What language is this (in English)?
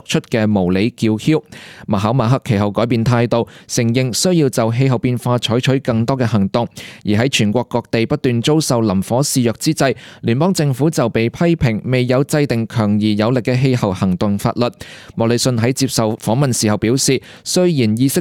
Cantonese